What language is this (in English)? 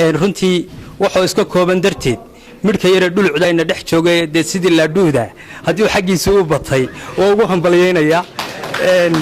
Somali